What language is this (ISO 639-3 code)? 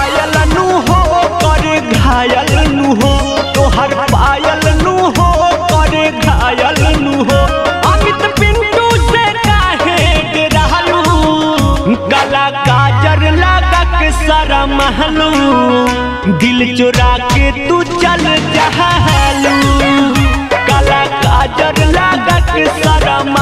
bho